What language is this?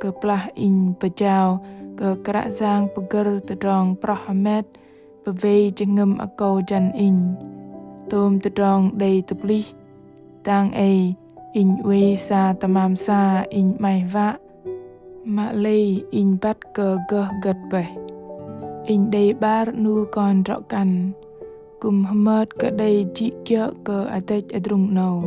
Bahnar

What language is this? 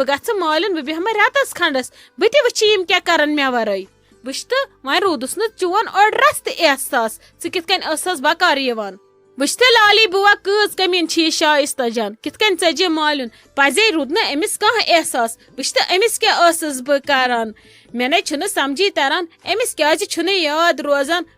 Kashmiri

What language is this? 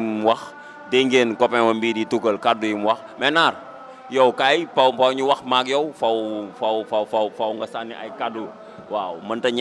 Wolof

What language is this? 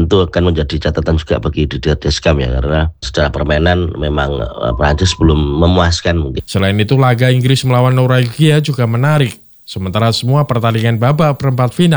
Indonesian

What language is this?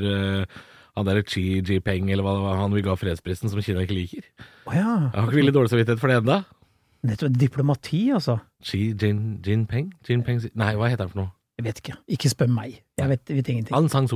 Norwegian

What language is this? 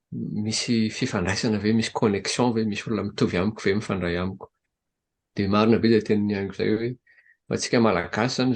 Malagasy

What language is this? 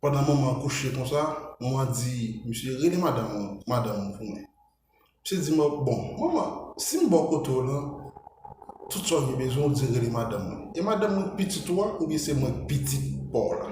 Haitian Creole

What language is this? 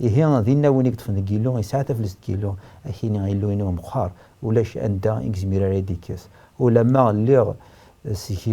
Kabyle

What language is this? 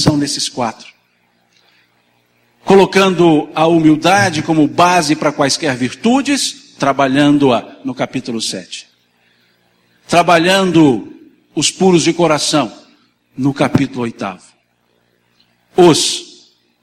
Portuguese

